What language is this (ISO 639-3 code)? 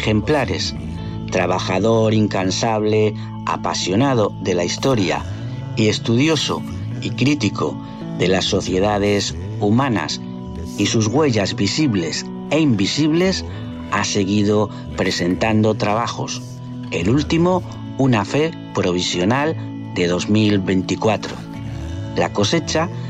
spa